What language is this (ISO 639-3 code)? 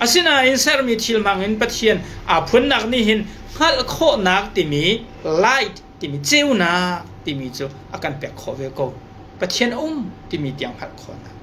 cnh